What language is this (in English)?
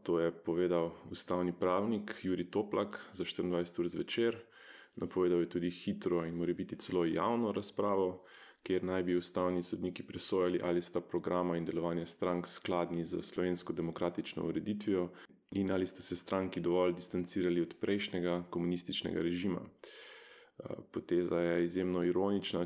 Slovenian